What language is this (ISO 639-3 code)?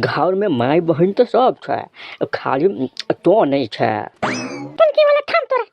mai